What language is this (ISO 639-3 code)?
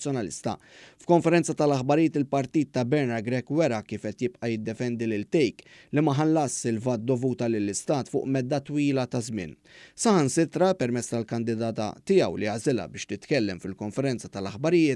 mlt